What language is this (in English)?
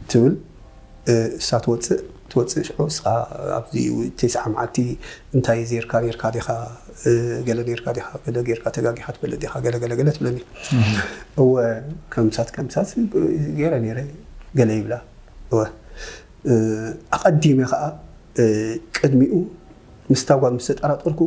Tigrinya